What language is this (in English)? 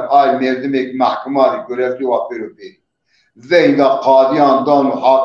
Zaza